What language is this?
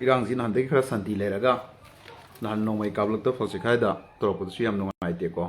Manipuri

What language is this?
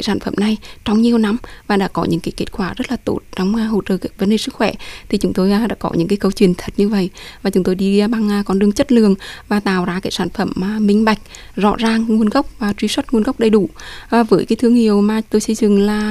Vietnamese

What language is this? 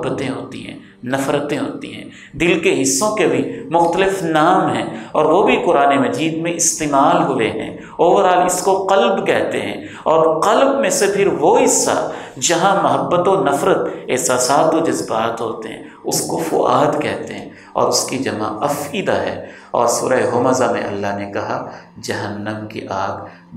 Urdu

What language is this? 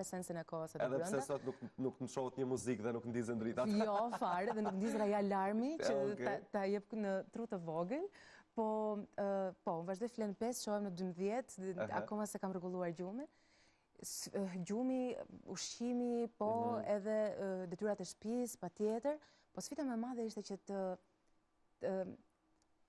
Albanian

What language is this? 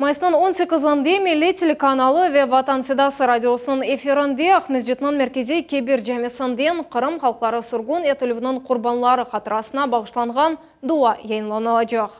Crimean Tatar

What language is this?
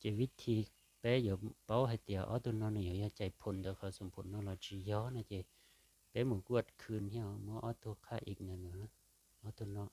Hmong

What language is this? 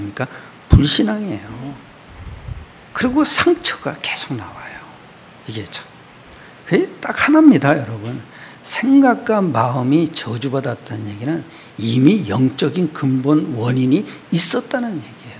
Korean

